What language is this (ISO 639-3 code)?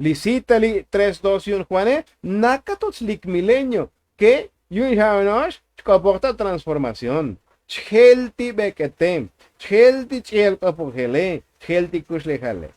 tzo